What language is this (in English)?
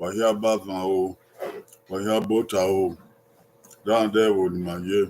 Bini